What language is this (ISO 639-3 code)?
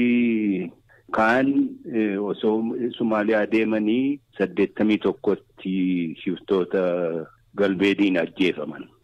orm